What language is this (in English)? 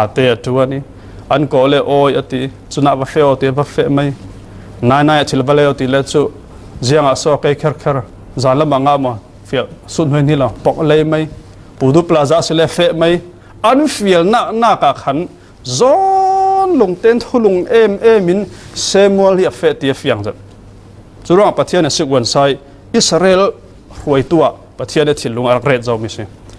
Falam Chin